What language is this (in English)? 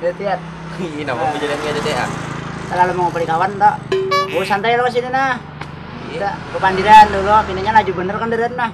Banjar